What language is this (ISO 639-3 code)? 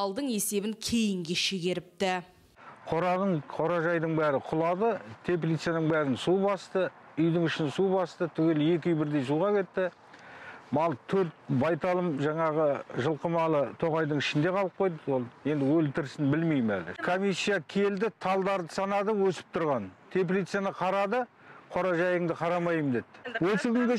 kaz